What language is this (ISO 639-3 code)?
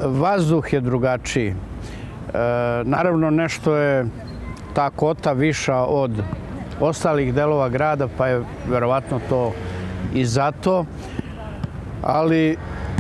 srp